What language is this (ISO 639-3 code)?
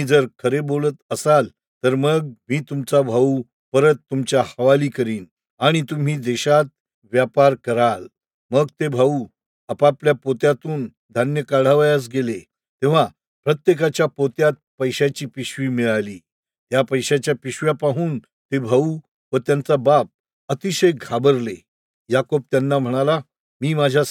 mar